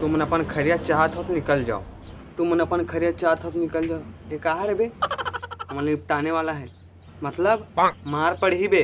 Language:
Chhattisgarhi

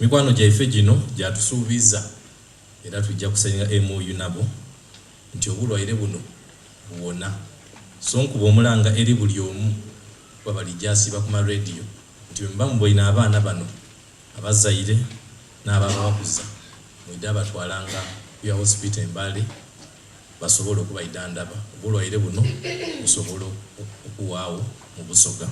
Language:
Soga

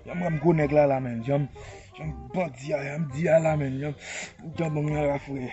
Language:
Haitian Creole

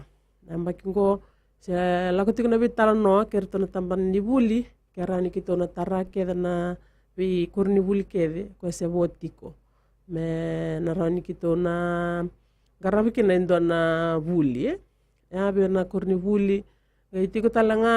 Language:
Fijian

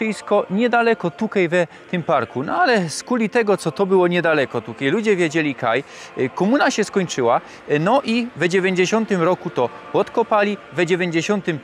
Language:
Silesian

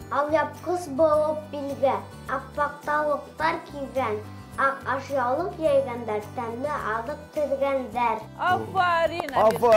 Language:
Bashkir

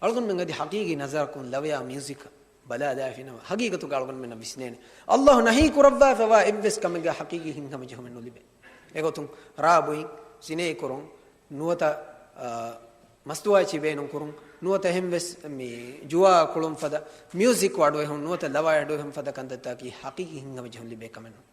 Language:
Divehi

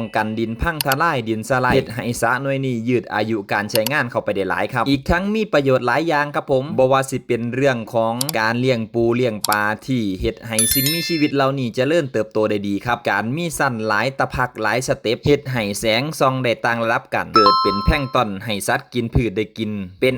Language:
Northeastern Thai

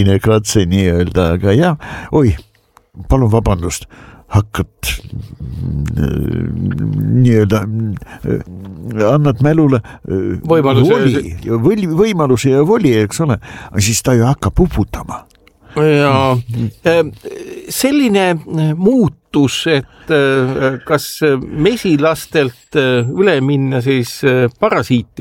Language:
Estonian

